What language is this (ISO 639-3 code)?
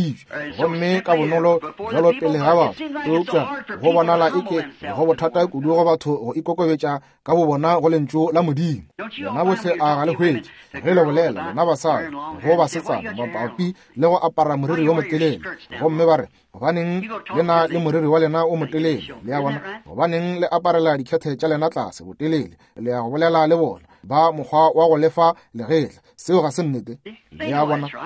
nso